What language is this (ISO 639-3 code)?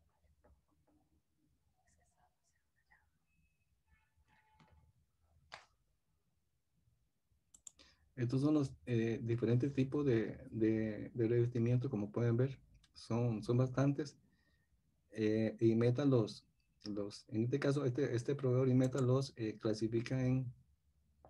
spa